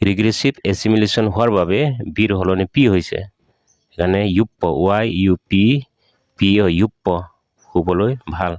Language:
Assamese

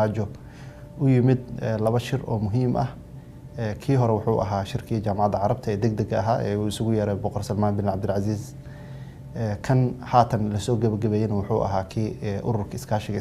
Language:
Somali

